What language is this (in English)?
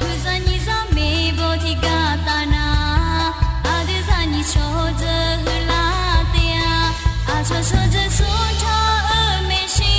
Akha